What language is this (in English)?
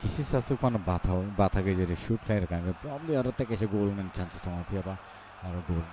Kok Borok